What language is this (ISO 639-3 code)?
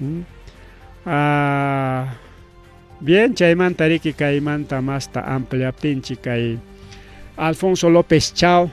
quy